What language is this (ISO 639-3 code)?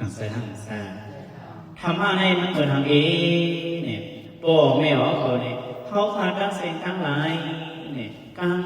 shn